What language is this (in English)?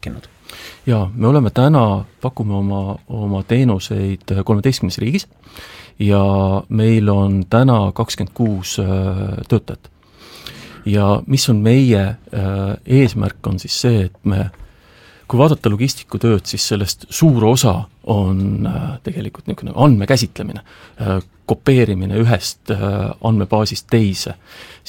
Estonian